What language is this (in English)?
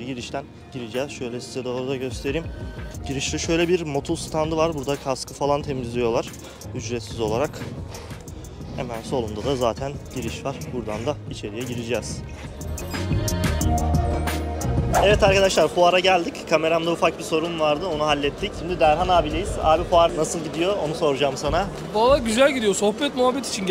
Turkish